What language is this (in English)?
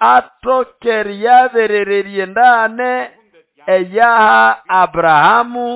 Nande